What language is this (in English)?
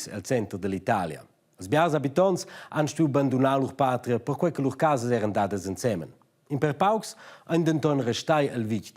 Romansh